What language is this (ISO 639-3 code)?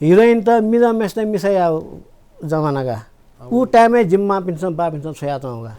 new